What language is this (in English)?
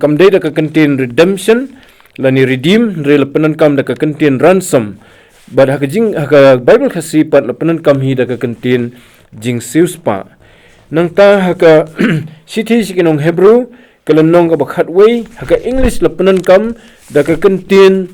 Khasi